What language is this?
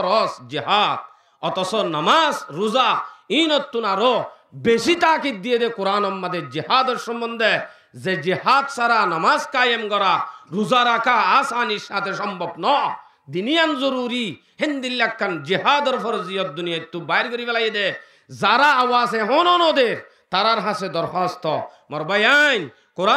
Rohingya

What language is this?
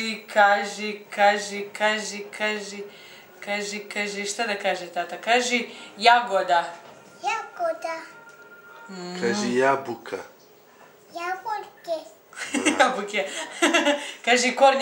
Serbian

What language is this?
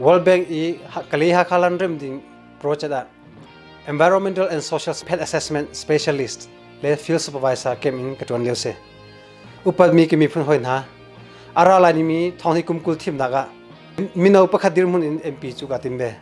Hakha Chin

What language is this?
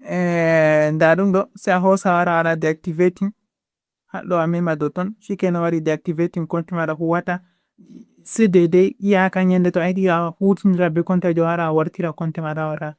Fula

